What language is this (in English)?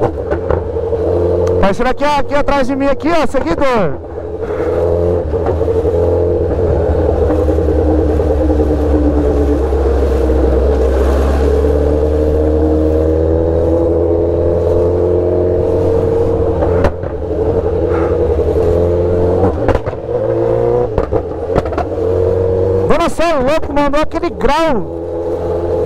Portuguese